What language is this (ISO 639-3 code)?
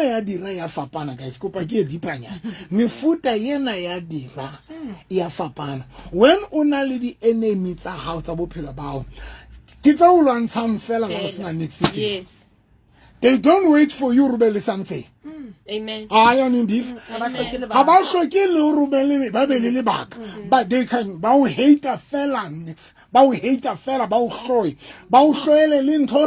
sot